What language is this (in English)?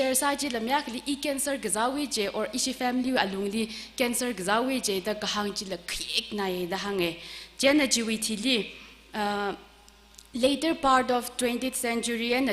Tangkhul Naga (India)